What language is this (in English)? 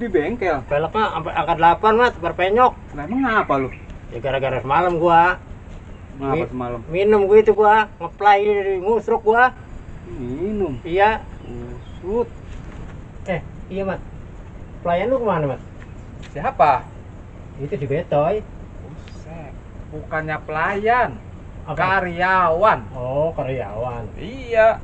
Betawi